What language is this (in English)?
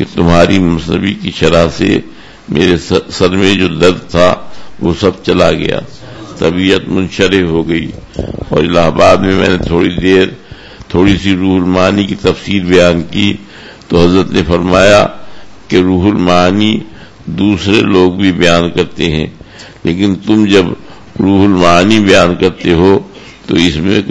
Urdu